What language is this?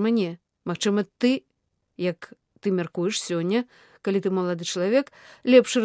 Belarusian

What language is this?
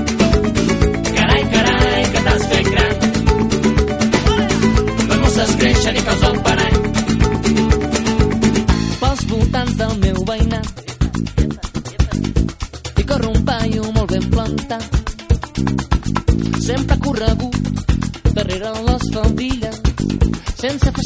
Catalan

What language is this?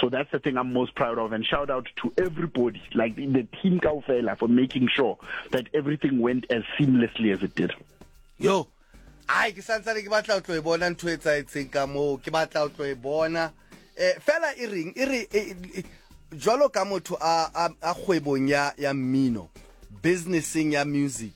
Southern Sotho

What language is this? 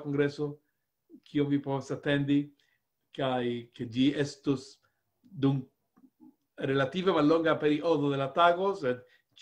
Esperanto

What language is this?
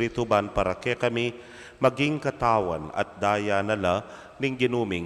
Pampanga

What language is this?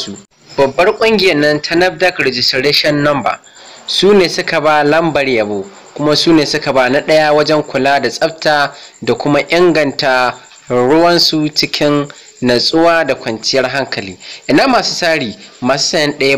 Hausa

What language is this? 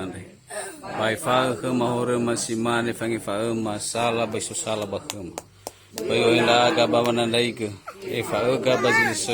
Nias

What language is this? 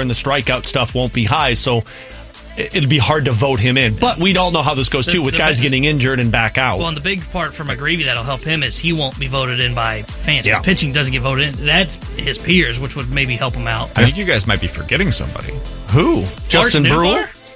English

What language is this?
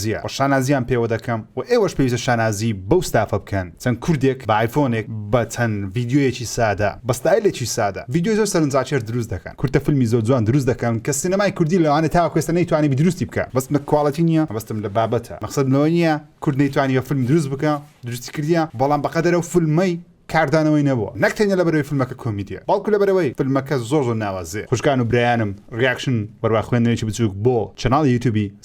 Central Kurdish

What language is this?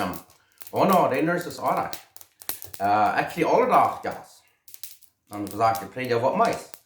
Plautdietsch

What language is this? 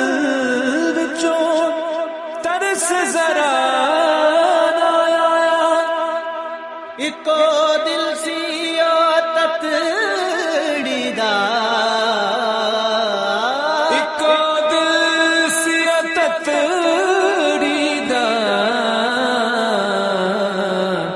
Punjabi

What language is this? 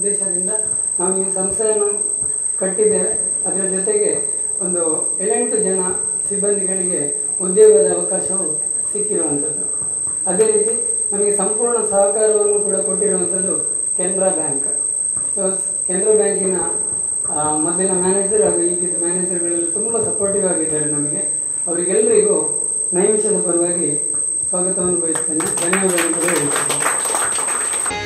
Kannada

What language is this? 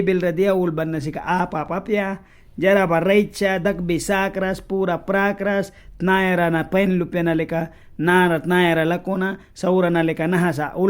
Mískito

